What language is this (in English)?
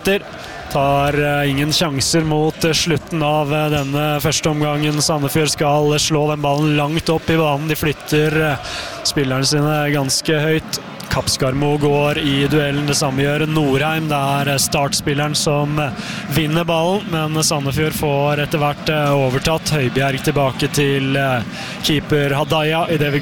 Norwegian